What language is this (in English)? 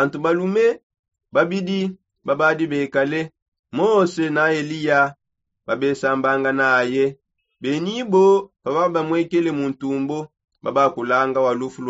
Songe